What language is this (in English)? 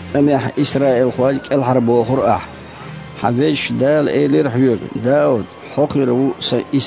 Chechen